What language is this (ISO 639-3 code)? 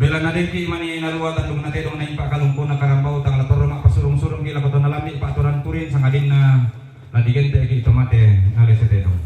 sda